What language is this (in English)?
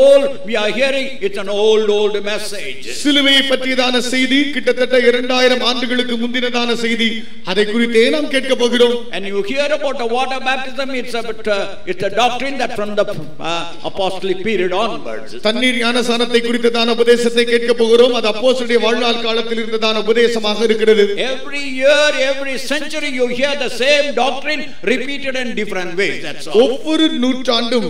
Tamil